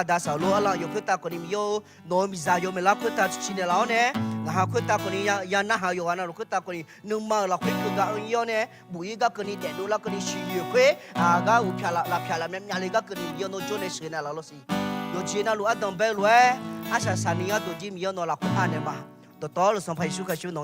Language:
Akha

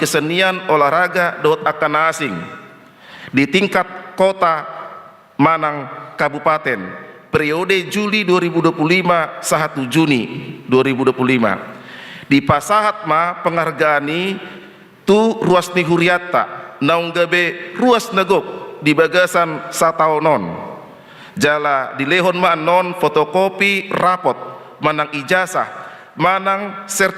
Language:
Batak Toba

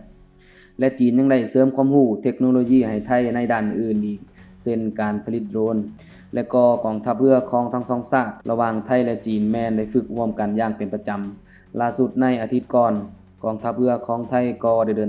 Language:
Lao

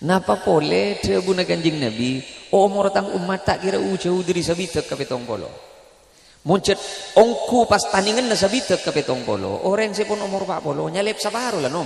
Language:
Madurese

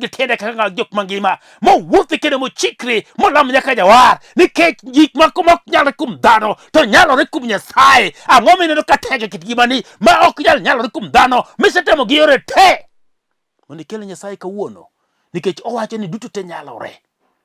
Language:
Luo (Kenya and Tanzania)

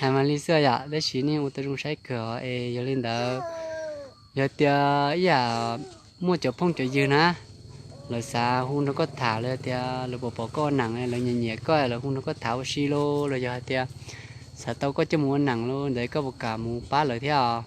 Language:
Hmong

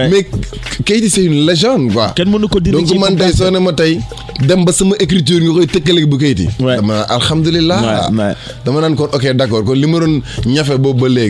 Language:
Wolof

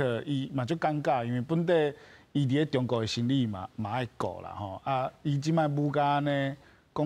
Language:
Min Nan Chinese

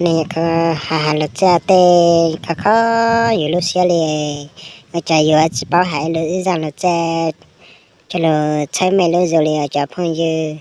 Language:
Hmong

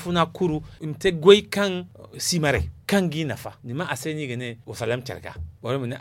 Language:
Zarma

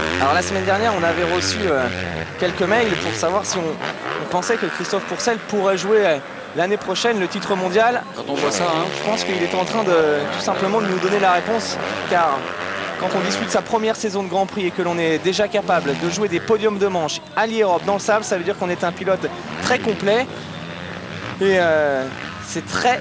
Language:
French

